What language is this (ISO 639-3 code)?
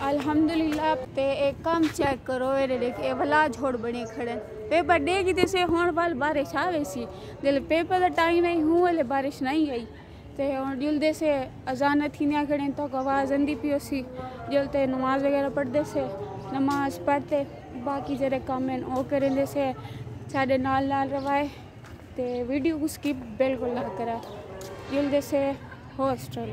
skr